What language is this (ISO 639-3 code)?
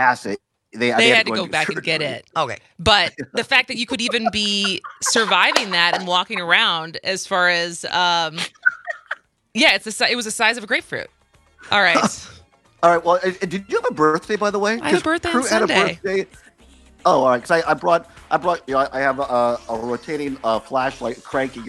eng